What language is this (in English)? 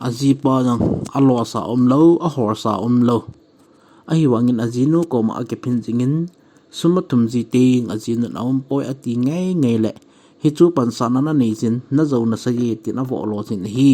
Thado Chin